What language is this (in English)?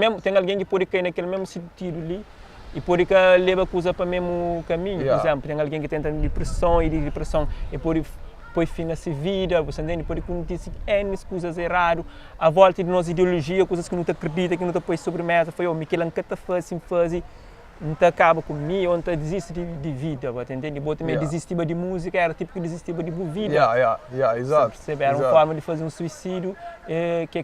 Kabuverdianu